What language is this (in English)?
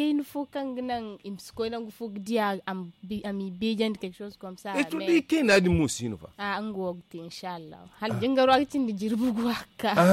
Zarma